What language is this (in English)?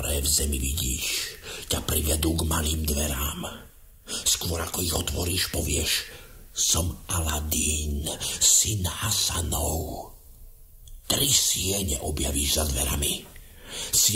Slovak